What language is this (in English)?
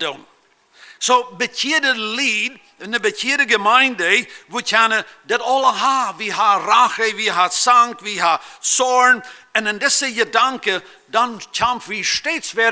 Plautdietsch